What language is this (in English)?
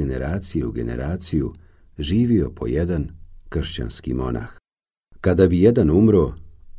Bosnian